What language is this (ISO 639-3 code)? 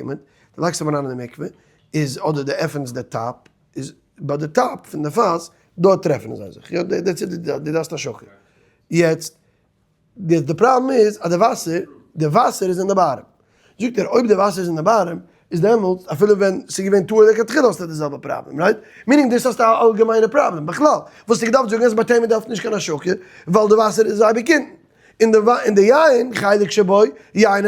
yid